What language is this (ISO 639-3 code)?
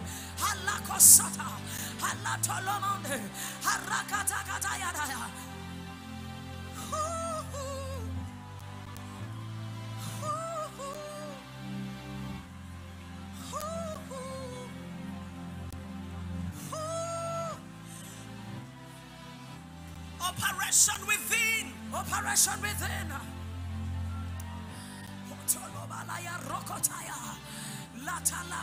kin